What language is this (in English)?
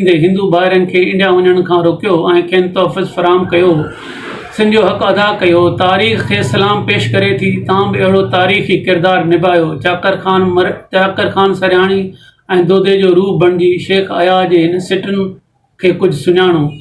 Sindhi